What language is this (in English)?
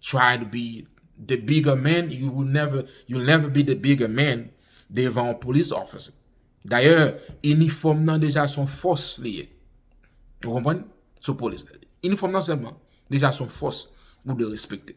Haitian Creole